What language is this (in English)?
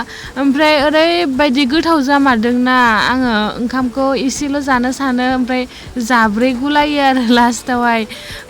Bodo